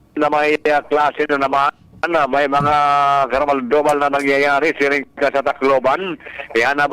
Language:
Bikol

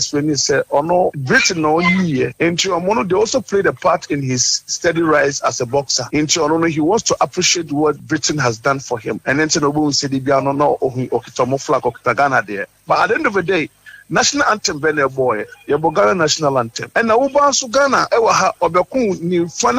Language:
Akan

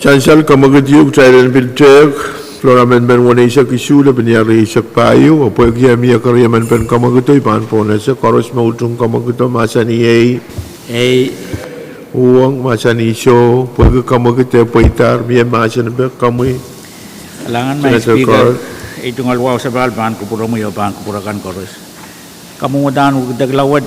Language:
Pohnpeian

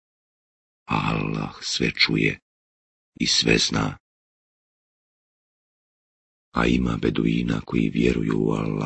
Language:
Bosnian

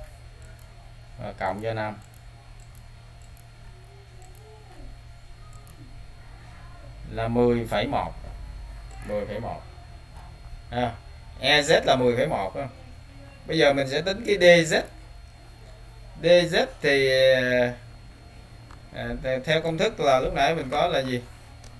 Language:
Vietnamese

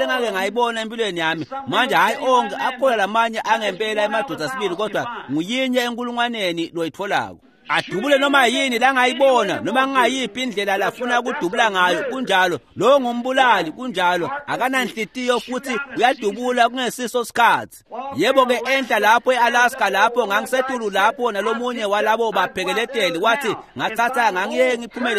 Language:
Swati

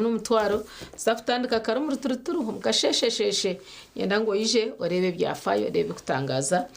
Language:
Nyankole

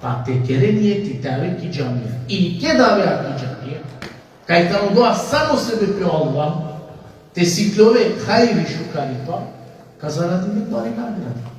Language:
Balkan Romani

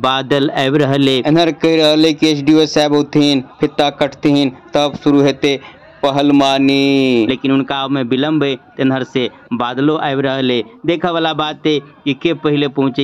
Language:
Maithili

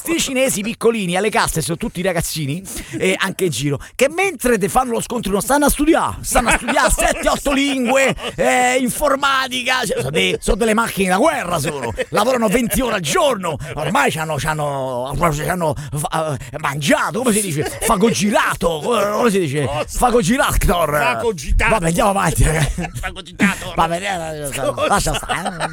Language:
Italian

